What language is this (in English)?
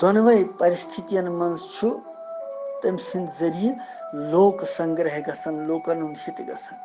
Kashmiri